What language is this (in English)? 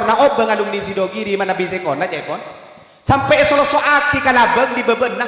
Madurese